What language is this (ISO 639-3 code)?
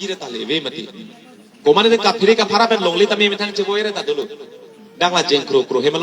mjw